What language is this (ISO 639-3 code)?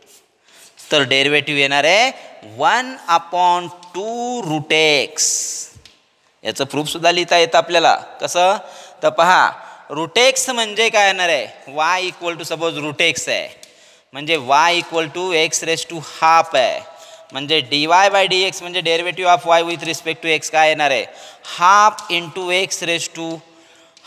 mar